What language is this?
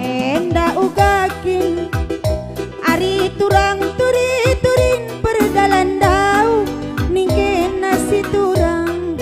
Batak Karo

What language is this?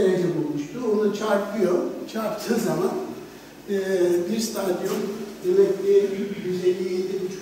Turkish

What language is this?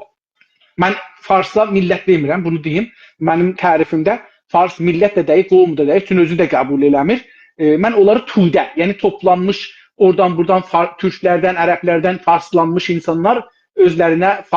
South Azerbaijani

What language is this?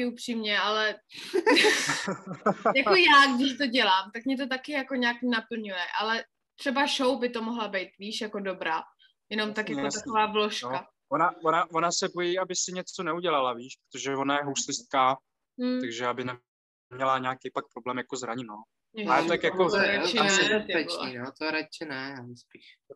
Czech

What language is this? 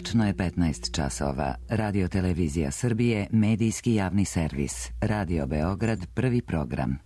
Serbian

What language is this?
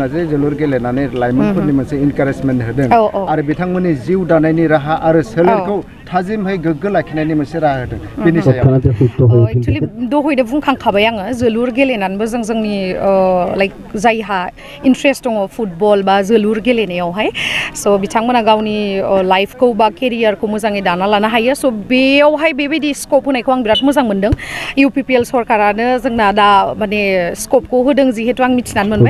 Bodo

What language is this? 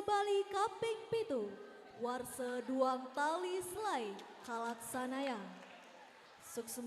Balinese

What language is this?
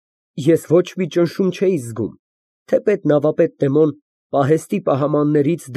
Armenian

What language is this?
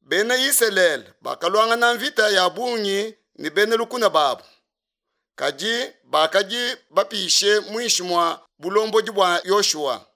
Luba-Lulua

